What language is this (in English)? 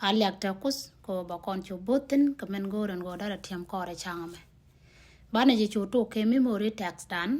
Nuer